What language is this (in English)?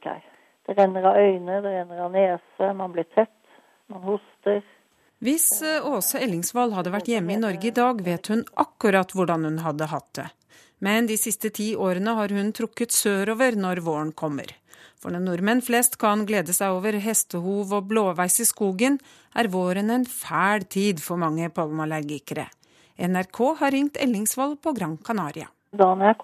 Norwegian